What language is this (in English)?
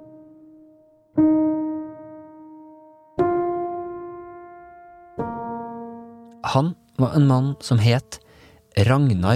Norwegian